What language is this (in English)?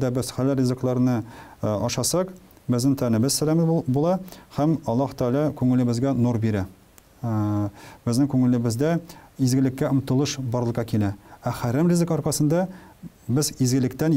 Tatar